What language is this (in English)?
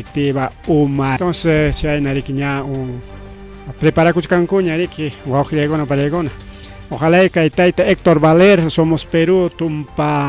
Ayacucho Quechua